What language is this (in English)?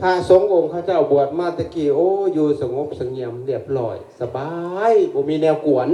Lao